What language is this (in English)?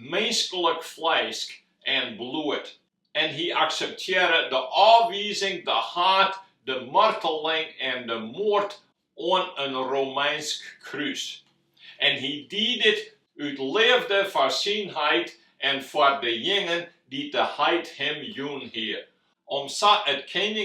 Western Frisian